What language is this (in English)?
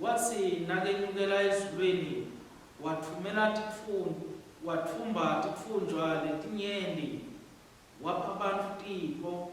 Swati